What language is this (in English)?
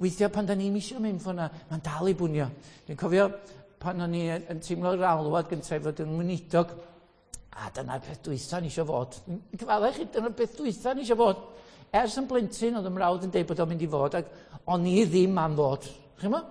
Welsh